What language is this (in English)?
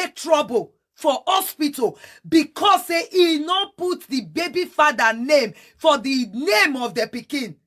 Nigerian Pidgin